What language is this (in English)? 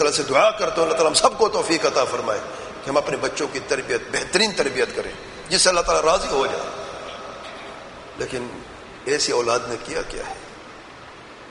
Urdu